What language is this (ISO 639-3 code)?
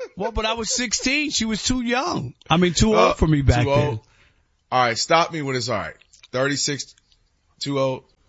eng